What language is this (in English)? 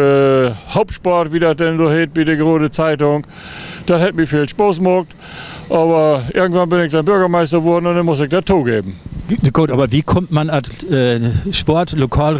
Low German